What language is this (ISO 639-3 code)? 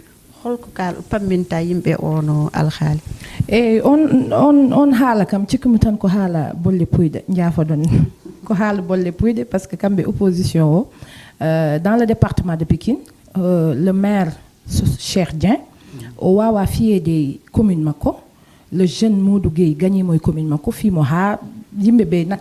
ful